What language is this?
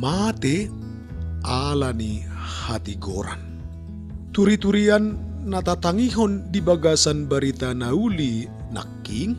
Batak Toba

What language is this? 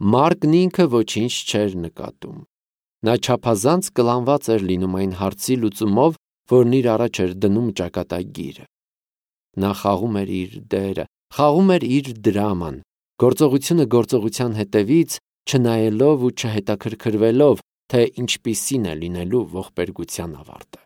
Armenian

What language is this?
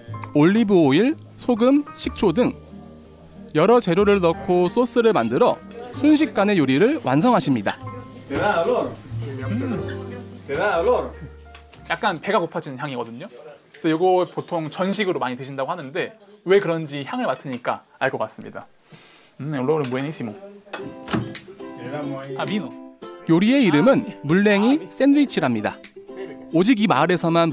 Korean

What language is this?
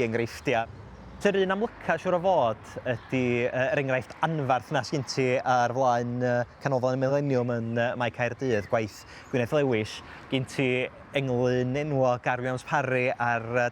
Welsh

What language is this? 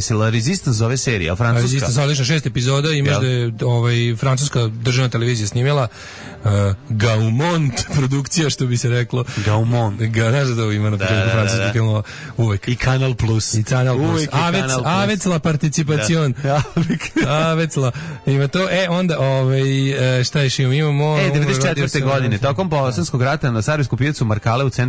Serbian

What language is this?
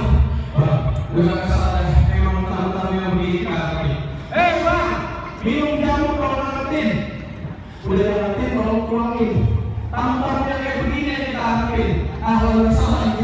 Betawi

